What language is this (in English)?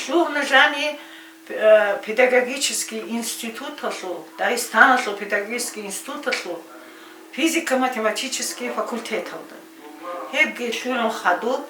Avaric